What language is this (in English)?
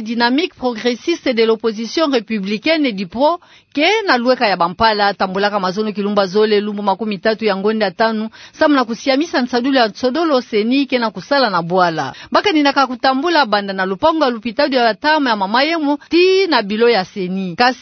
Kituba (Democratic Republic of Congo)